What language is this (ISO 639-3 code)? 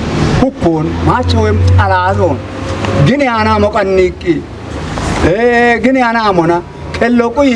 kbr